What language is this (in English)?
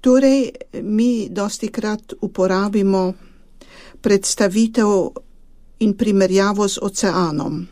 Slovenian